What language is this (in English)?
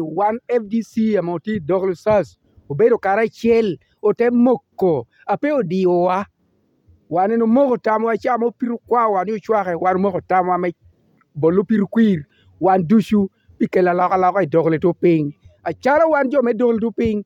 Lango (Uganda)